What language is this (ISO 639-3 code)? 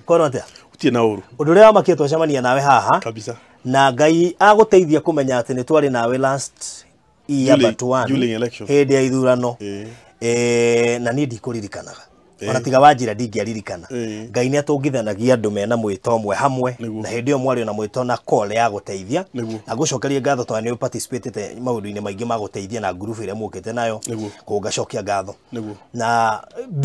kik